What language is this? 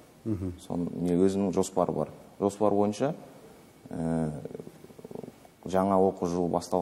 Kazakh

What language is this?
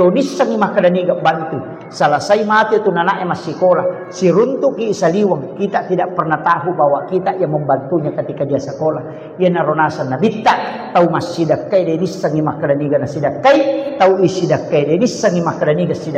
Buginese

